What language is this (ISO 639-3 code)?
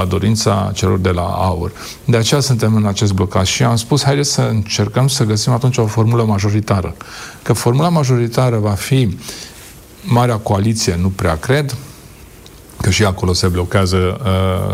ron